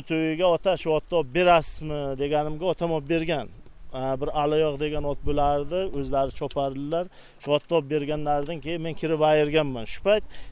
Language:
Uzbek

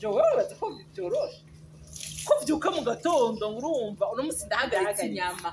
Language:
Rundi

